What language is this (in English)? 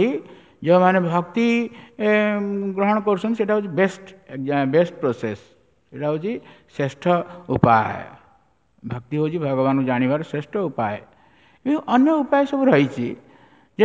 Odia